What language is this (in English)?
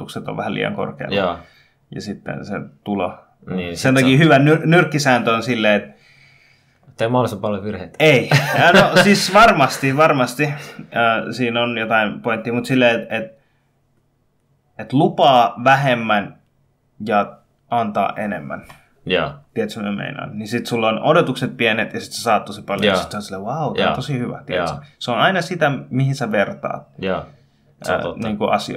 Finnish